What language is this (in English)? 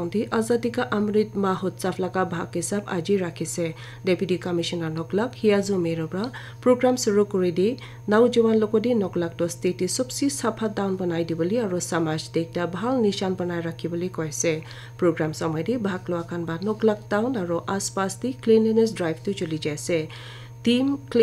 Naga Pidgin